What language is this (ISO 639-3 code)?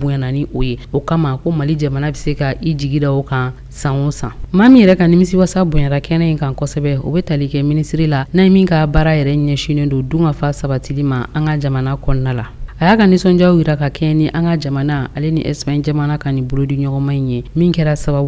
bam